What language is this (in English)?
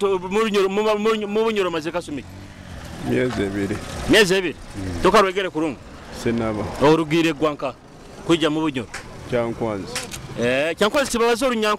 Nyoro